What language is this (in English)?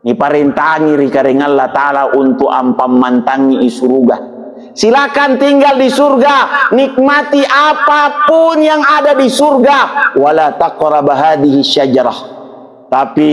Makasar